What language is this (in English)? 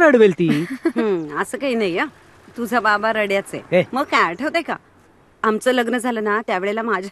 Marathi